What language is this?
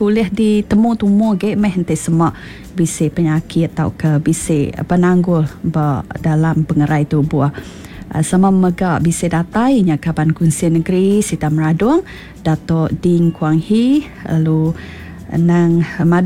Iban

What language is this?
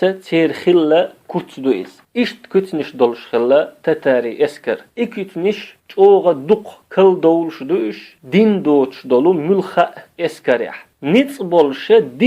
Chechen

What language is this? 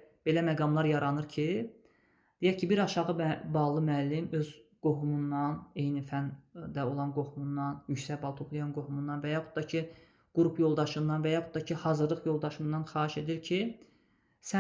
Azerbaijani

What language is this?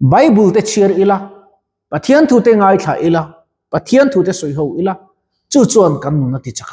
Mizo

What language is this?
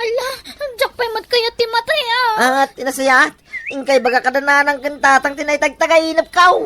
Iloko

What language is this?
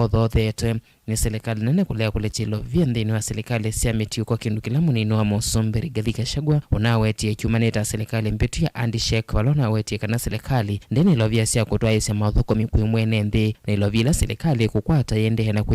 Kamba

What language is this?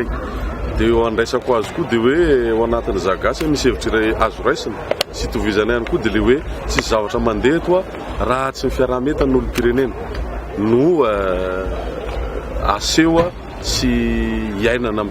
Malagasy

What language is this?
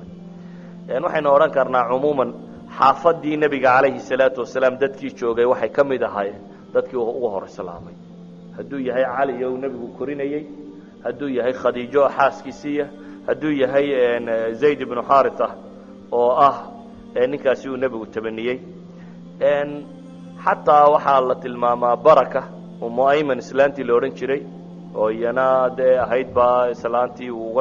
Somali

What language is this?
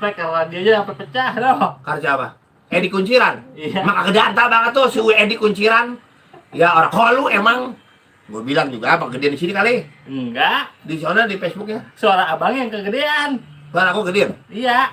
Betawi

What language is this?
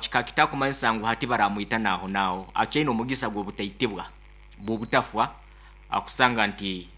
Nyankole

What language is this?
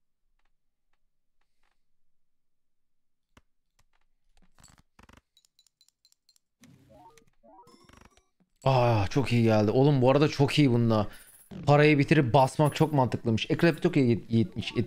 Turkish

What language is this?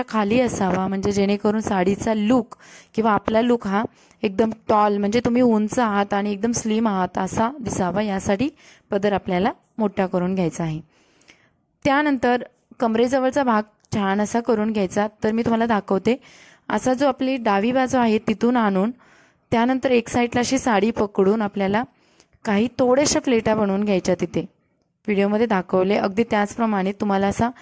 Marathi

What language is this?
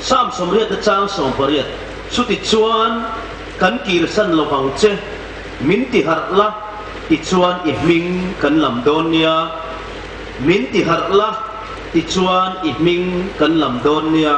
Hmar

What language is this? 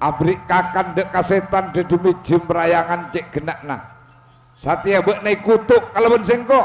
Madurese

